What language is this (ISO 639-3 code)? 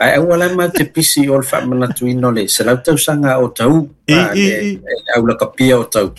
smo